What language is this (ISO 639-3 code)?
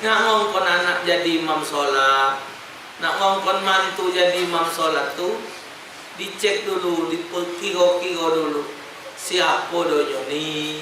mui